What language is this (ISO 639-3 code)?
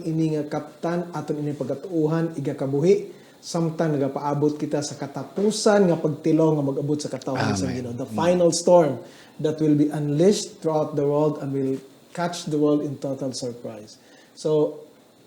hil